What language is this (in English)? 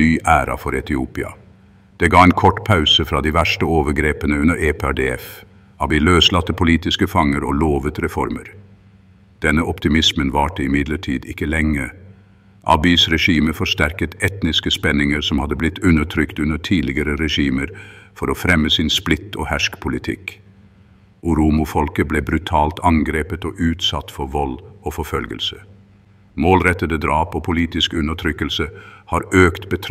Norwegian Bokmål